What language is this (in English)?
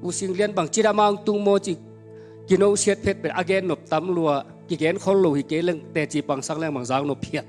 Tedim Chin